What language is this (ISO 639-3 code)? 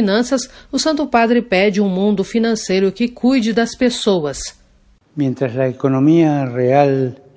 por